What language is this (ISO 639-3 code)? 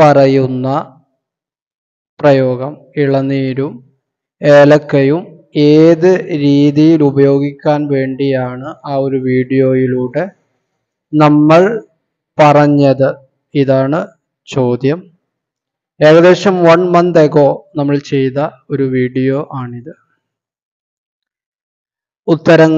mal